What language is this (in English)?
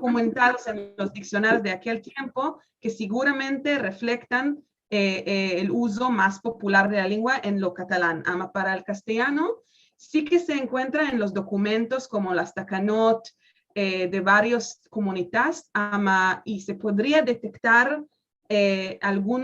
Ladino